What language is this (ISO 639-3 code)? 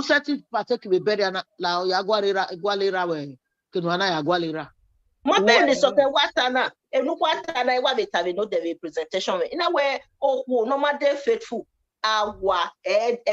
bin